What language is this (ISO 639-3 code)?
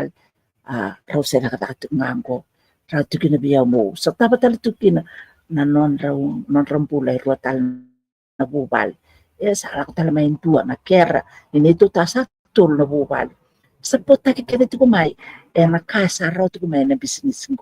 fij